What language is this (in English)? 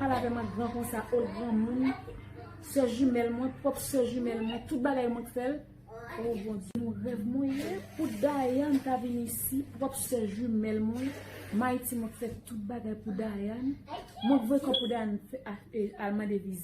Haitian Creole